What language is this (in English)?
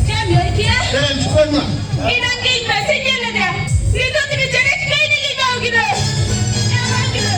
Santali